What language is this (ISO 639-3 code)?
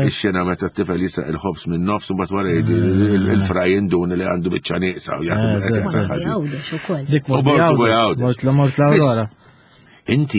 mlt